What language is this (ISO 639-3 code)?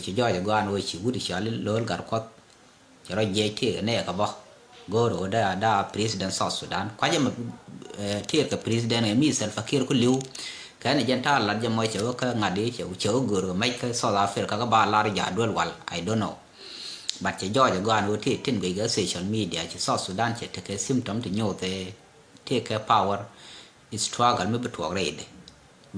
nus